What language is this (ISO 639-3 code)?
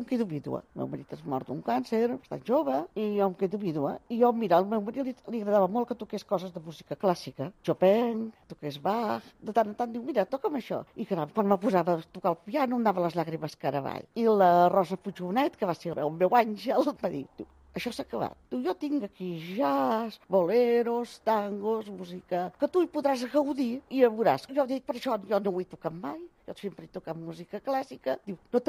cat